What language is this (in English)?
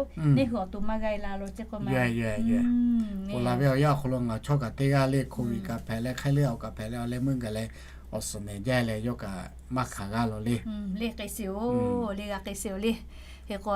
Lahu